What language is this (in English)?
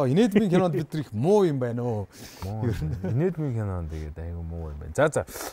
Mongolian